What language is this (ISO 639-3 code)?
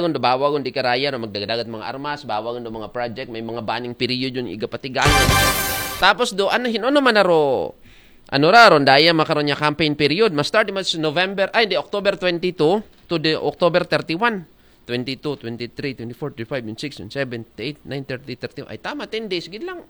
akl